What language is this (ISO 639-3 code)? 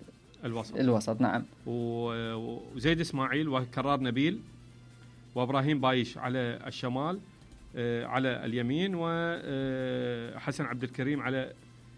acm